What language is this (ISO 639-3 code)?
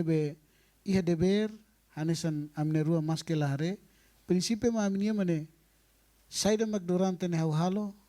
tet